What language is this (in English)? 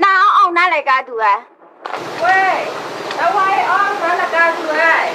Kachin